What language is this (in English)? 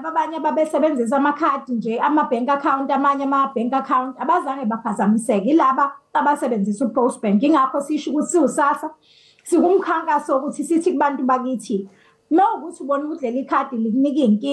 Zulu